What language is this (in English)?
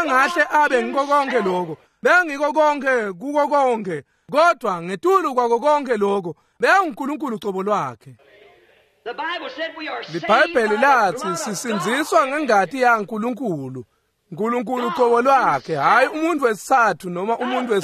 Swati